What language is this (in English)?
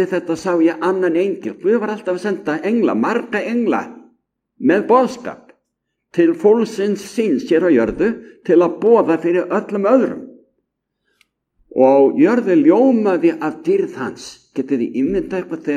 Icelandic